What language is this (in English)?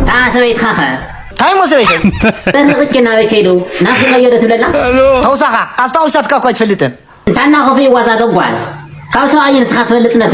Tigrinya